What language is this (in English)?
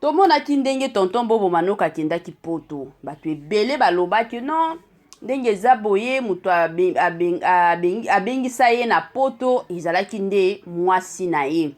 Lingala